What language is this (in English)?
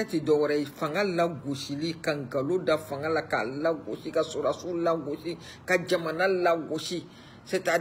Bambara